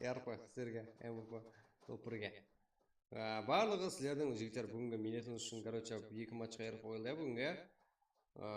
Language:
Kara-Kalpak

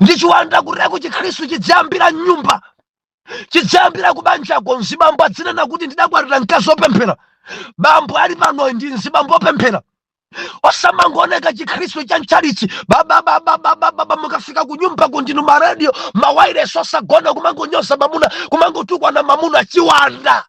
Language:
Nyanja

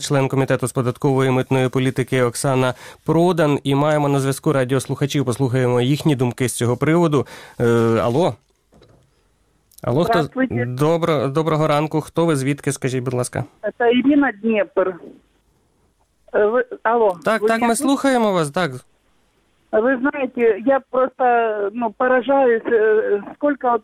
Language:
Ukrainian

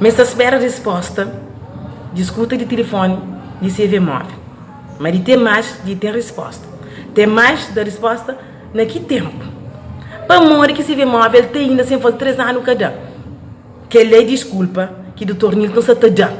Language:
Kabuverdianu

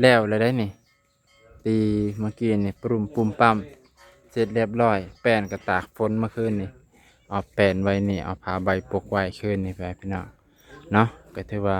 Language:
Lao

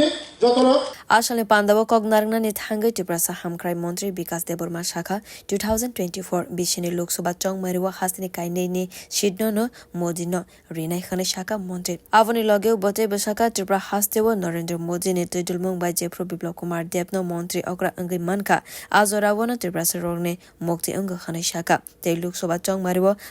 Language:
Kok Borok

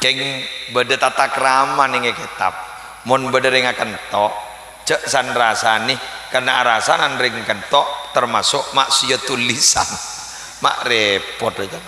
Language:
Madurese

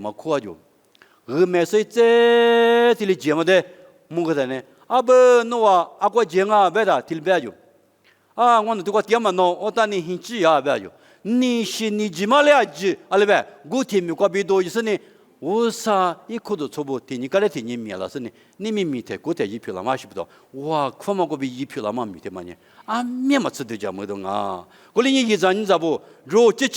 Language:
Lisu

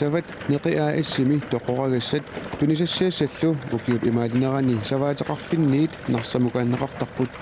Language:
Kalaallisut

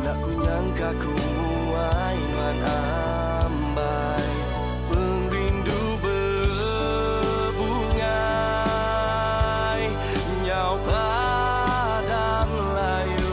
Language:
Iban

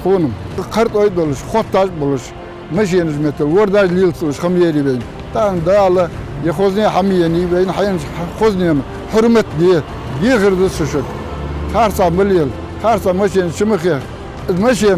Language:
Ingush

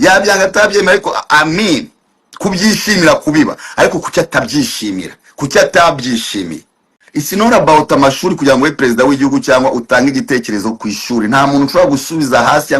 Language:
Kinyarwanda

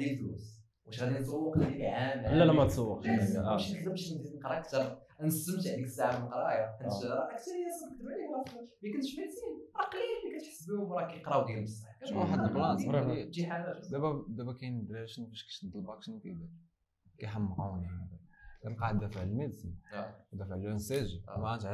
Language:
Moroccan Arabic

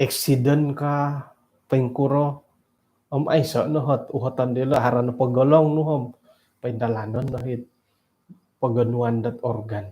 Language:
Central Dusun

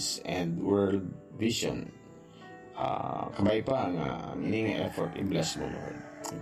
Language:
Hiligaynon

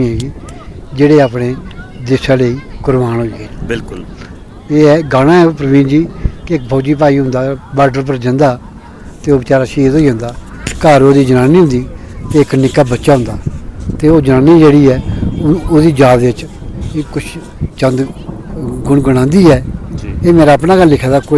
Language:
Dogri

